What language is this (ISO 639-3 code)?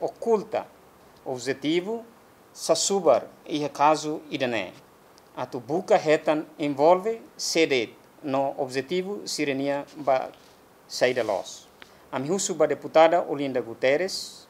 tet